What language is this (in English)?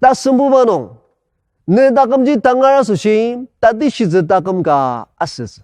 Ao Naga